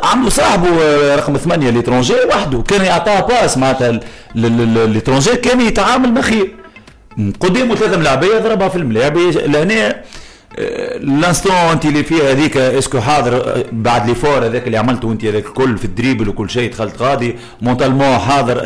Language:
Tunisian Arabic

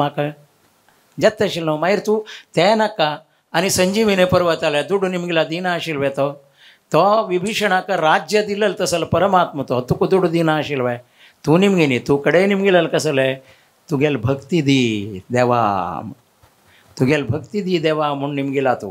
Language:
Konkani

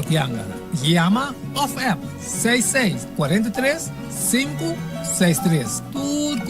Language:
Papiamento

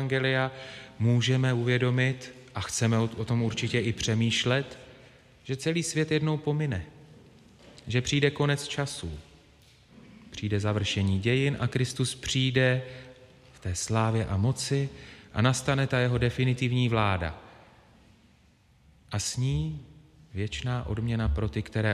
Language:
Czech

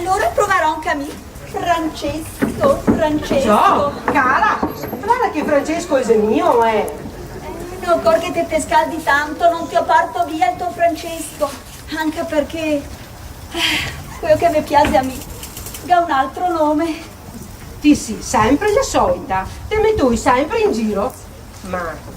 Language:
Venetian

